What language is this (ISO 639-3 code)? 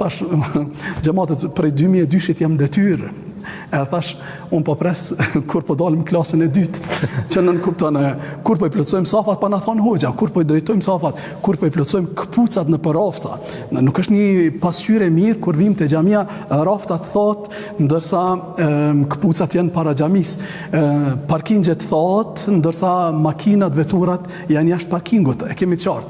sqi